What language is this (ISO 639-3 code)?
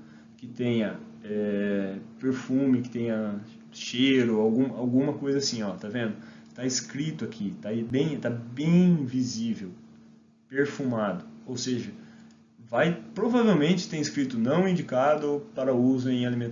por